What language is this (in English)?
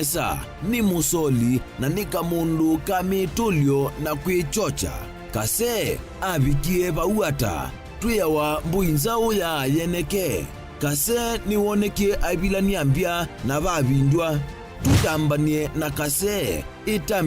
Kamba